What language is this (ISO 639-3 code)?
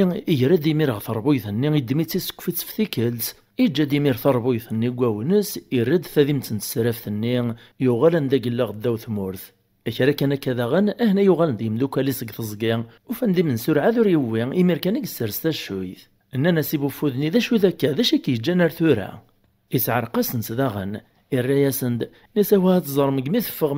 kab